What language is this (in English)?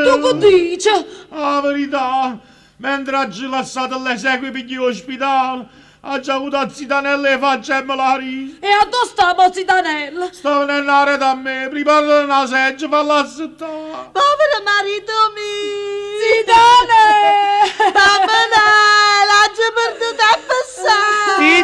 Neapolitan